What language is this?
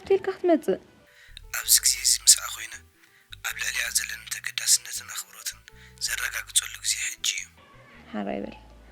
Tigrinya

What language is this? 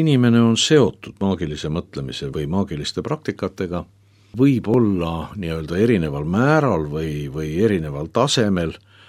Estonian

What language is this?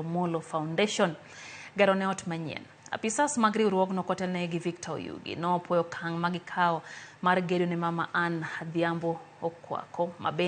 Luo (Kenya and Tanzania)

